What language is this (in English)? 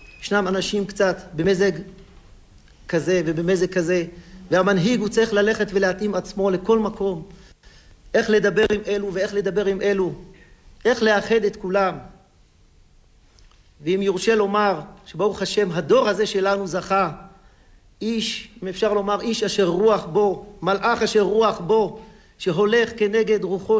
Hebrew